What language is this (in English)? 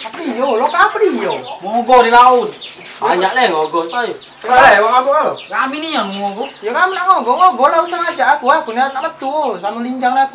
Musi